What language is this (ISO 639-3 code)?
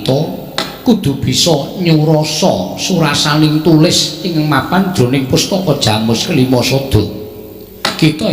jav